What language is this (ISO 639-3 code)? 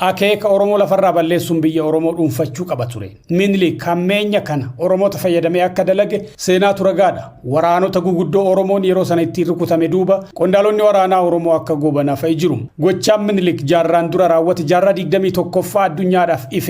orm